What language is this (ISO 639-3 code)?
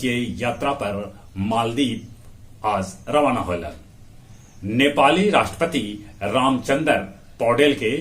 mag